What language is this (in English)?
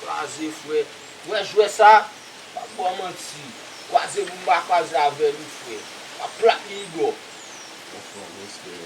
Haitian Creole